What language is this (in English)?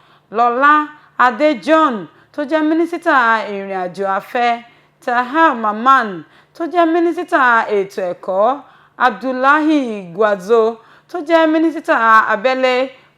Yoruba